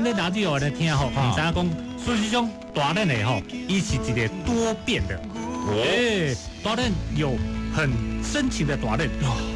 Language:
Min Nan Chinese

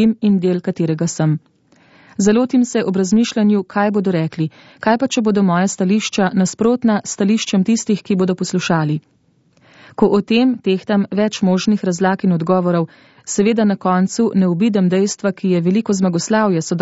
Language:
Slovenian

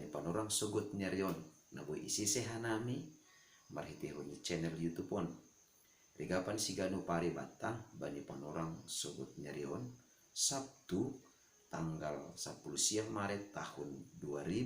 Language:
Batak Simalungun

